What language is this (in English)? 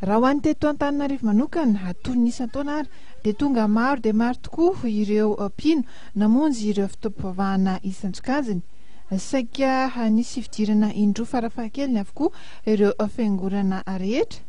Malagasy